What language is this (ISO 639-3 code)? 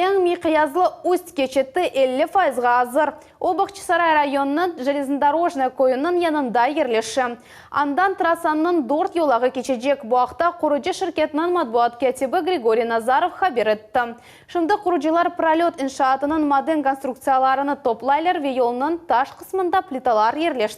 crh